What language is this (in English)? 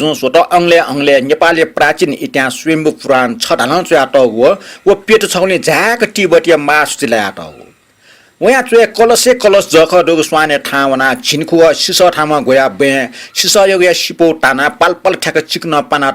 Newari